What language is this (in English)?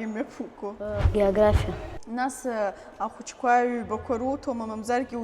Abkhazian